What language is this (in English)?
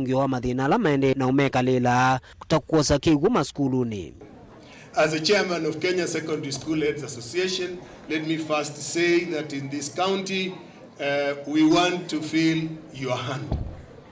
Kamba